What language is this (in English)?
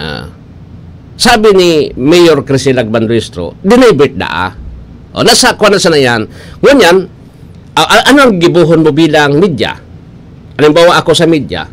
Bikol